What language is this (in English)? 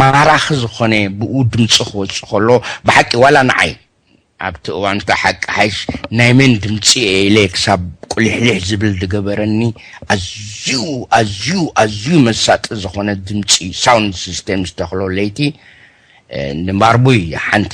Tigrinya